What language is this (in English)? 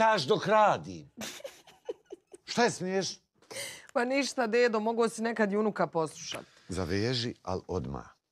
Bosnian